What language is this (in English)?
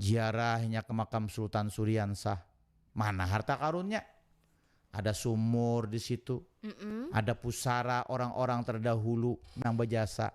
Banjar